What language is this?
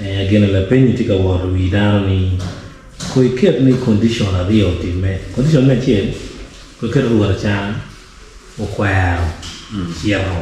Acoli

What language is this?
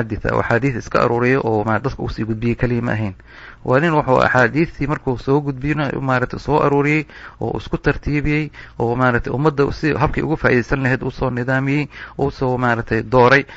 Somali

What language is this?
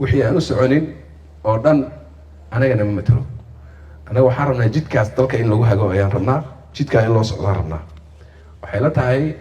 Somali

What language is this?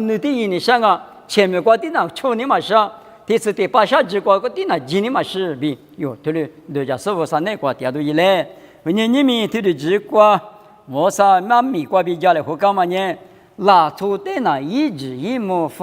Lisu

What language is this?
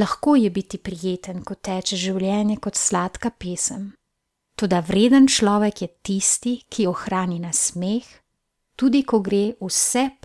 Slovenian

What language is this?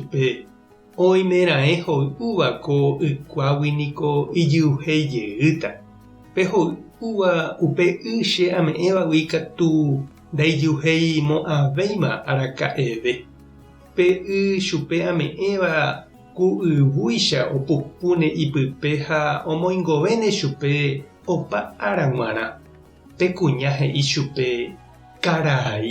Guarani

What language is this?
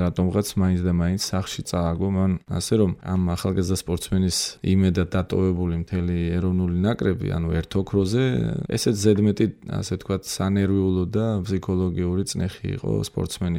Georgian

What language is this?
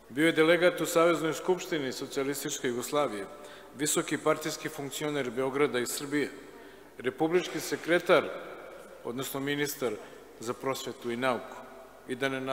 Serbian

